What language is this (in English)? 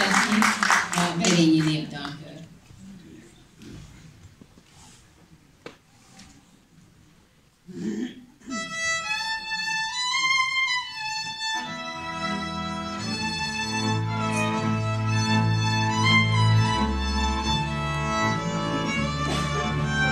Hungarian